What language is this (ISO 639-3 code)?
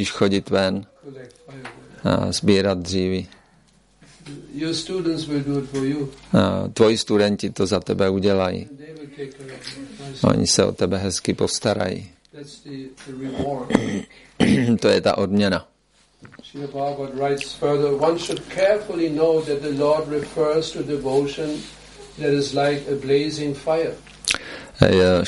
ces